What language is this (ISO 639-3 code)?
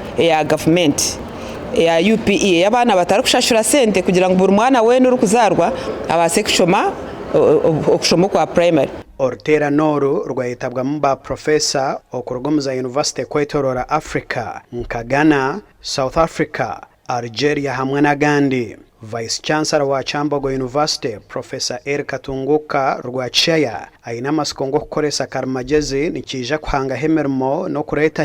nyn